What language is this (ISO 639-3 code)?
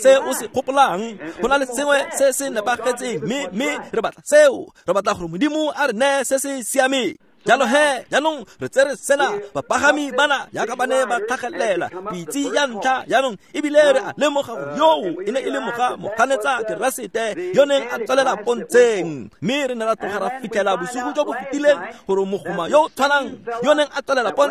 tsn